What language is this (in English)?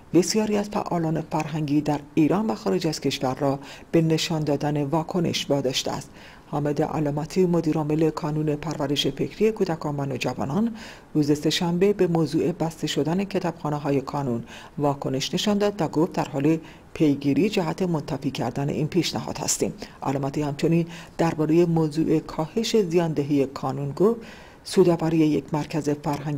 Persian